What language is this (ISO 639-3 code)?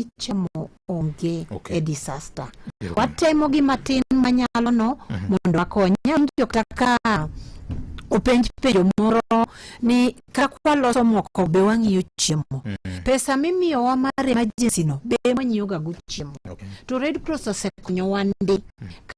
luo